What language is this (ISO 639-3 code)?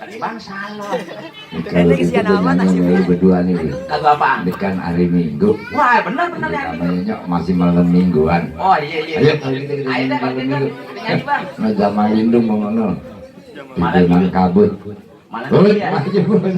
bew